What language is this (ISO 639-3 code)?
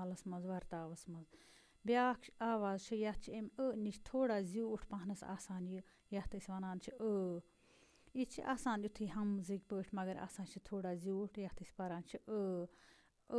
kas